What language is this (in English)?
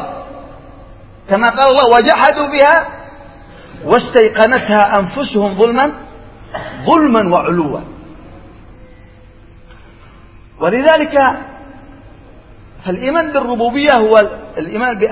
Arabic